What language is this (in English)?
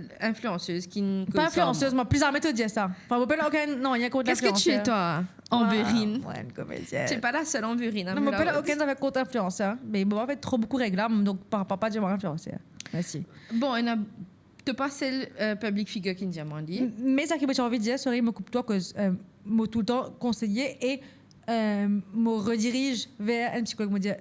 Morisyen